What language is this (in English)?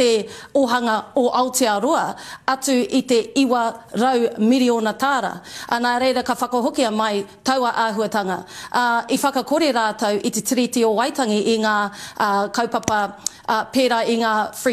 Māori